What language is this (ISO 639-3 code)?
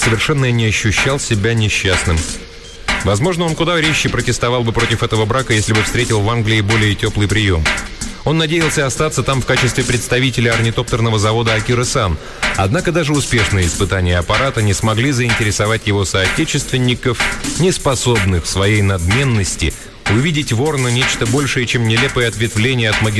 rus